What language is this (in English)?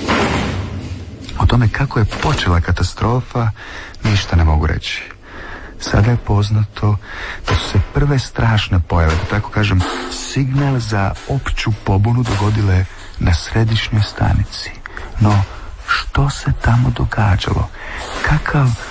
Croatian